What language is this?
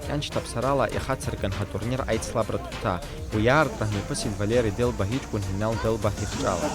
Abkhazian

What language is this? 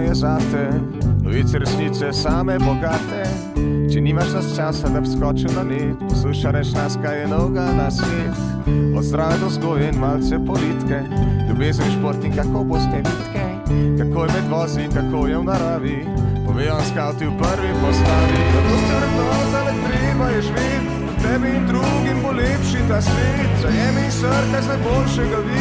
Slovenian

